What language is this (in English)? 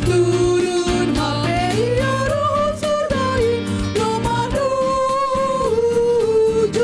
Batak Simalungun